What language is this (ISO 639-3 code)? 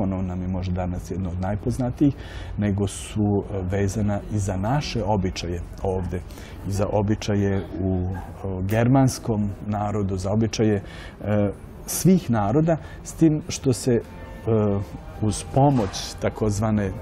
srp